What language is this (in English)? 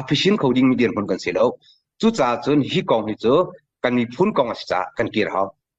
Hakha Chin